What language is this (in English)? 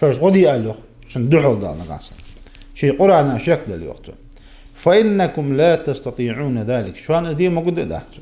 Ingush